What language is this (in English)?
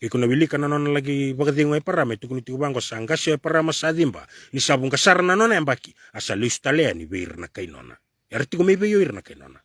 Fijian